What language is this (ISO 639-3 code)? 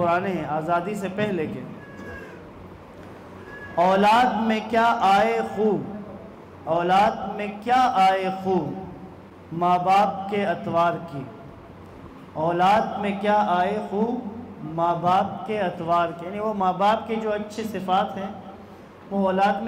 urd